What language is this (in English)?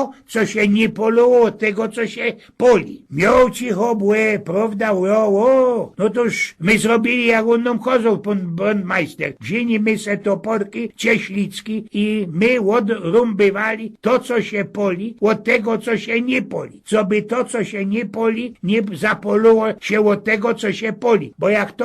Silesian